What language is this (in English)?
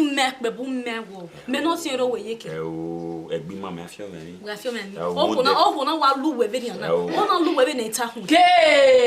Bini